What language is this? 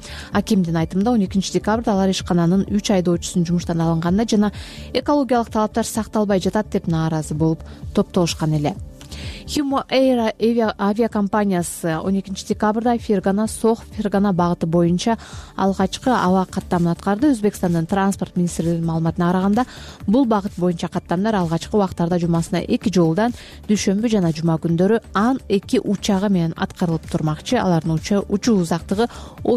Kyrgyz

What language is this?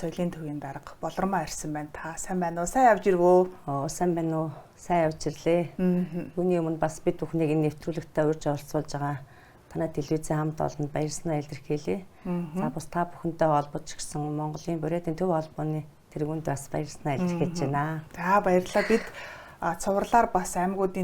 Mongolian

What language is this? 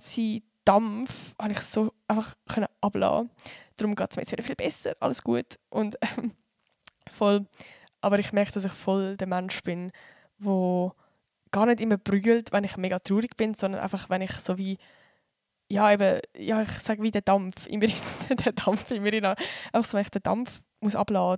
Swiss German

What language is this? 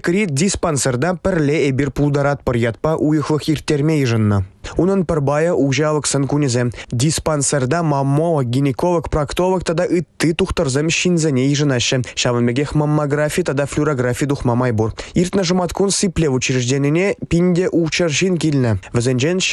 Chuvash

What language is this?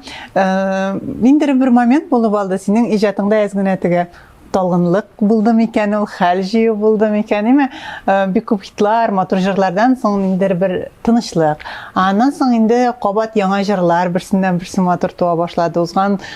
Tatar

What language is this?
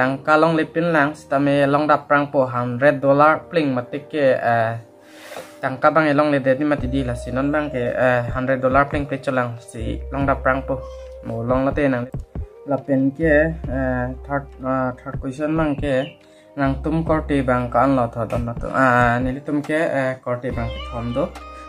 Karbi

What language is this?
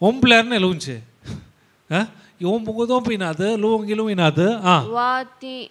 Konkani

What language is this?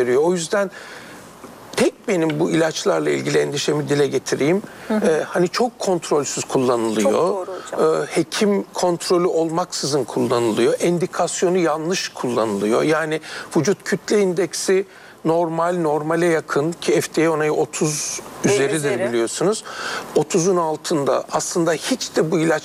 Turkish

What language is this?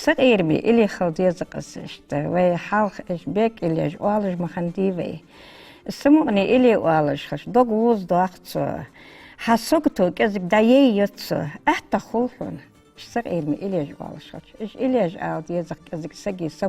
Ingush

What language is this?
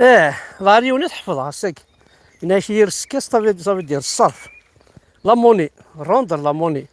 Kabyle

